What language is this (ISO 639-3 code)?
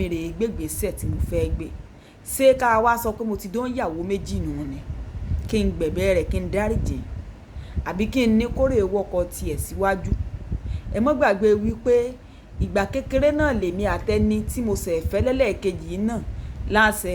yor